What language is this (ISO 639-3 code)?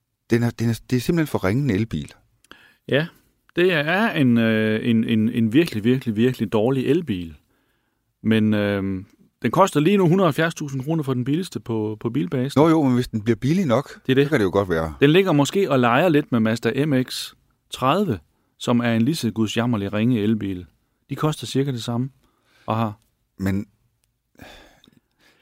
dan